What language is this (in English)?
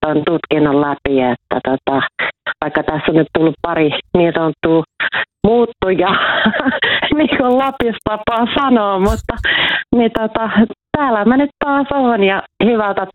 Finnish